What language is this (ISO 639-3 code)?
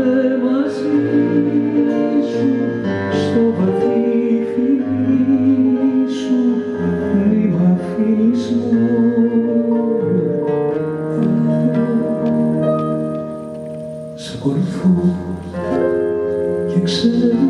ell